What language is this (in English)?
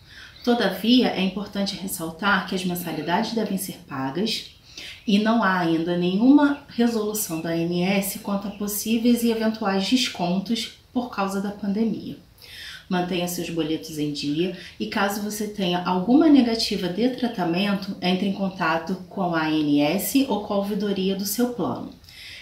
Portuguese